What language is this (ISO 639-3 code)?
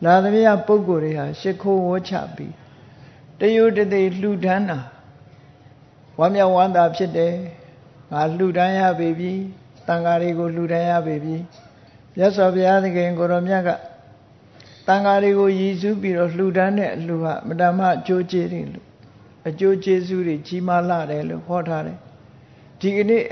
mya